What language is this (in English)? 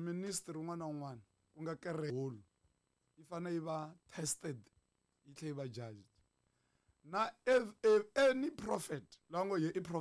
Tsonga